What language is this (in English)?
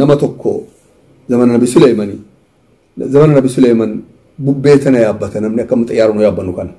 Oromo